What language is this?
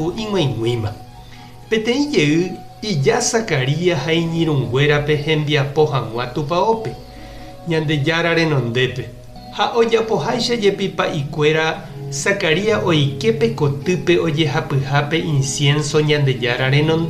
Guarani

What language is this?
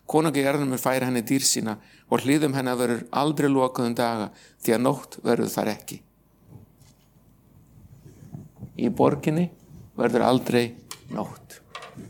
Icelandic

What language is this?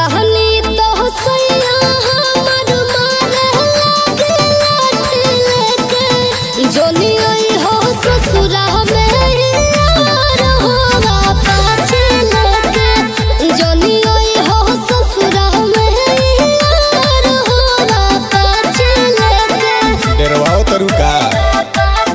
Bhojpuri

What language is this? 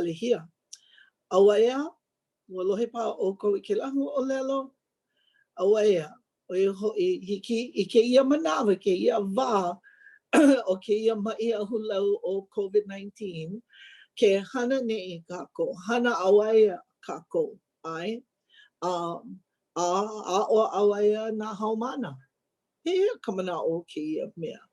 Hawaiian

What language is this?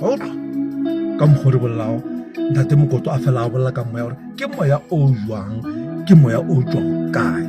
Northern Sotho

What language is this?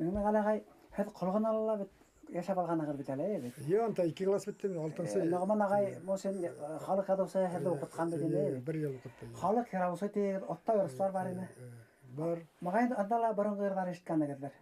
Bashkir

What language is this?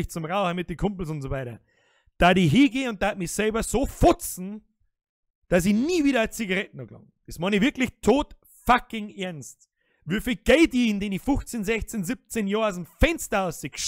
Bavarian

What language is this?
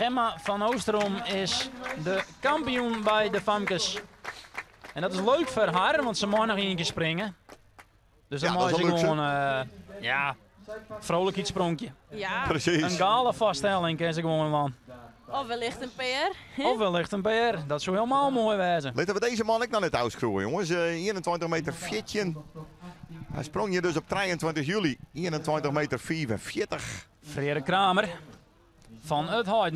Western Frisian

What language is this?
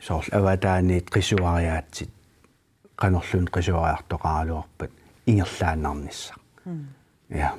Kalaallisut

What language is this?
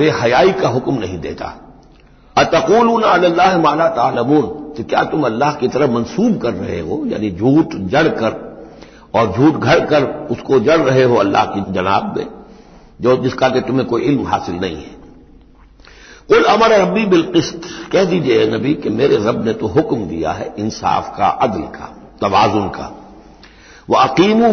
Urdu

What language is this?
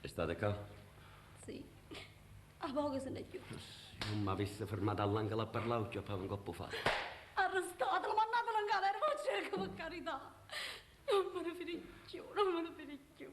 Neapolitan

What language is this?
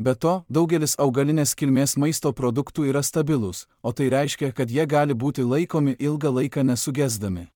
Lithuanian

